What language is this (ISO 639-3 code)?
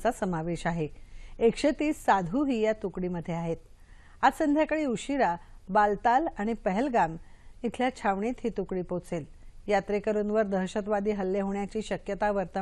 mar